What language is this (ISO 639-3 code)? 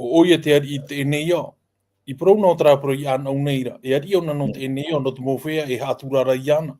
tah